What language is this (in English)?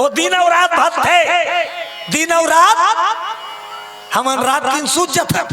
Chhattisgarhi